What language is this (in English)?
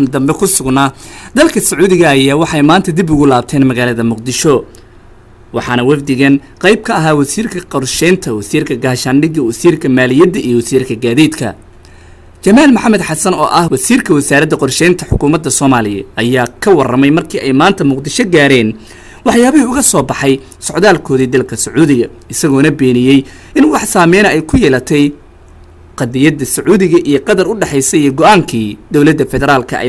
Somali